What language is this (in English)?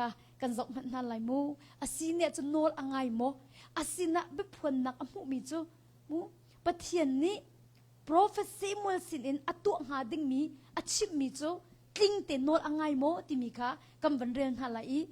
Hakha Chin